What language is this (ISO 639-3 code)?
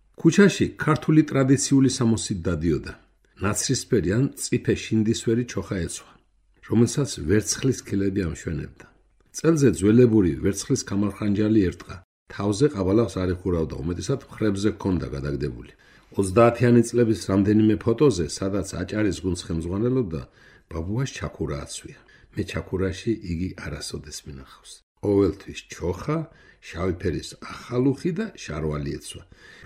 kat